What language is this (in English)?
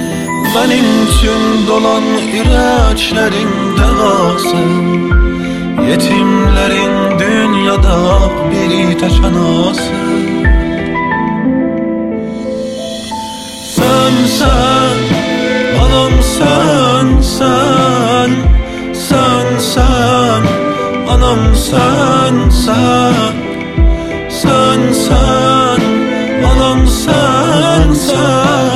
Turkish